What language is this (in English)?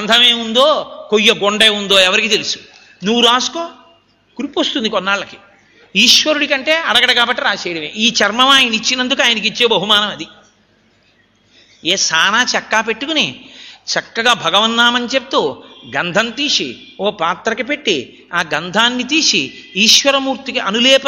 Telugu